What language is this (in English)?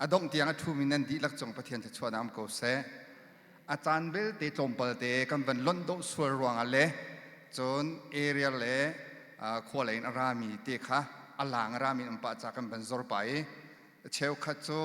Hakha Chin